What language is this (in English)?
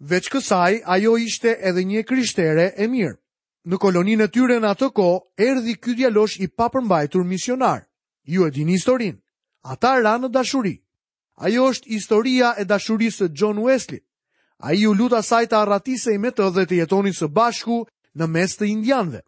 Albanian